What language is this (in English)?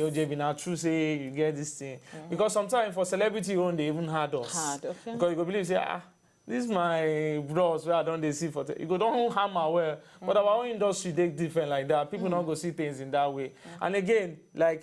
Nigerian Pidgin